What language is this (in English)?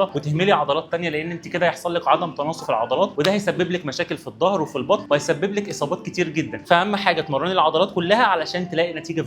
Egyptian Arabic